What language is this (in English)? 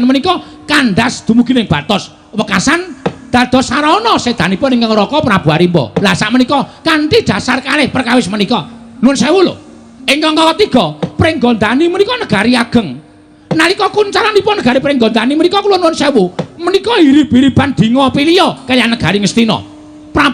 Javanese